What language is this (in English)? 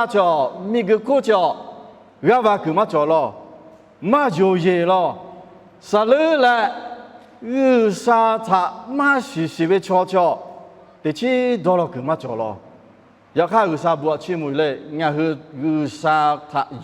Lahu